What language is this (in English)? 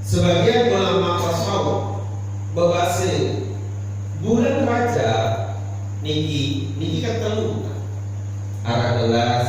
Sasak